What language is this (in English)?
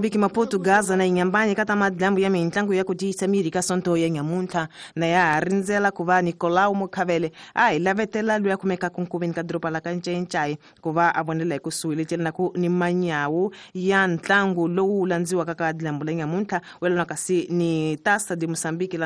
Tsonga